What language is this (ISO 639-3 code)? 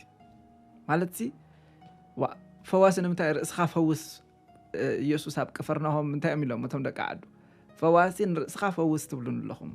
tir